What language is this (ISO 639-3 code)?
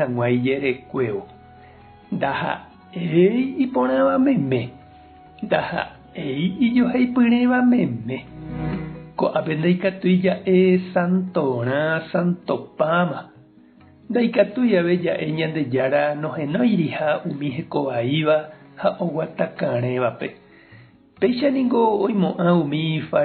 grn